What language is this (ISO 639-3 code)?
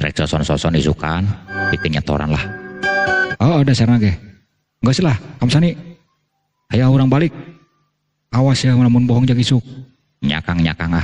sun